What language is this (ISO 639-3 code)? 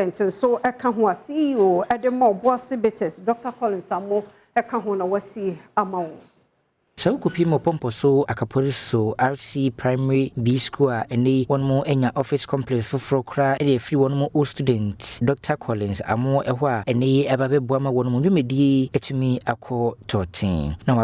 aka